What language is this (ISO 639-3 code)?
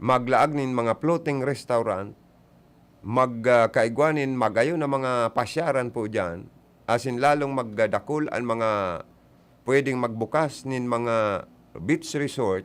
bik